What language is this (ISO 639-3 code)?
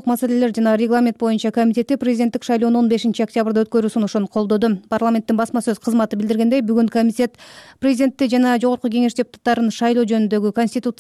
kir